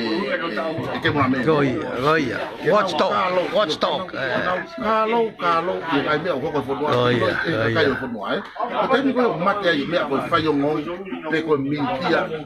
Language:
Tongan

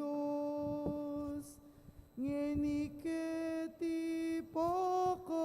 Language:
Pampanga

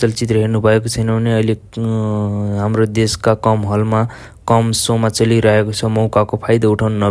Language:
Nepali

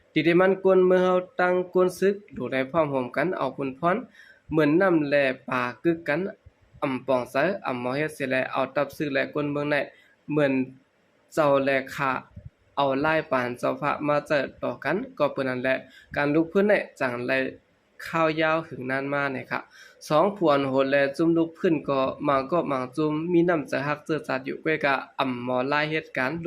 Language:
Shan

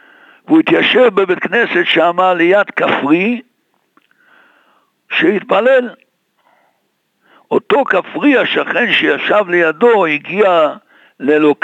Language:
Hebrew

